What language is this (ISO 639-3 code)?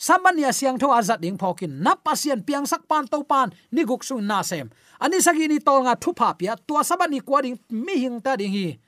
ctd